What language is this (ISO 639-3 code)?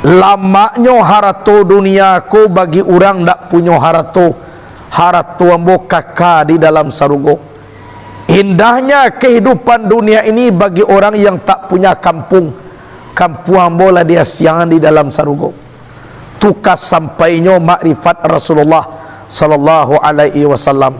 min